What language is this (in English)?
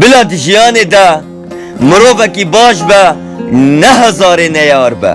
Kurdish